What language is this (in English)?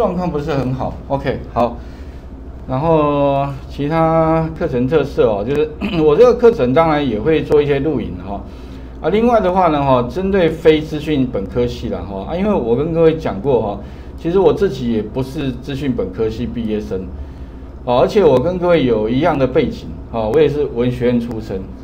Chinese